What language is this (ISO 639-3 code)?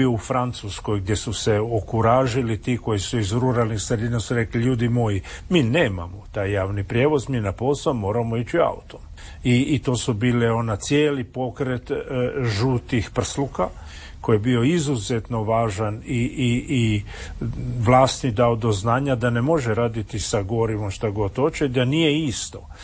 hrv